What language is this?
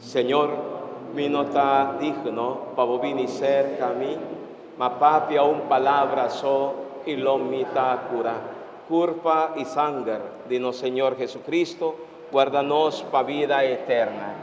Papiamento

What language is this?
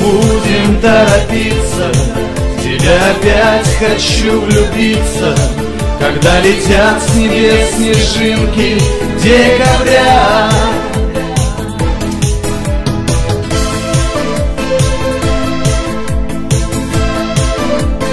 Russian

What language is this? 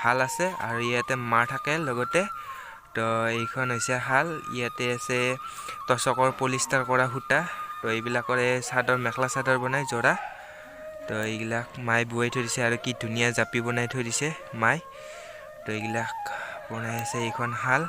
Assamese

